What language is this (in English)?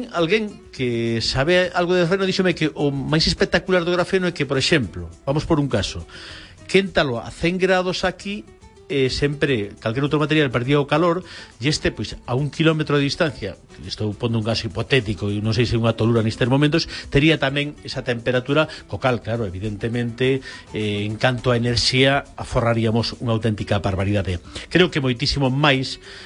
Galician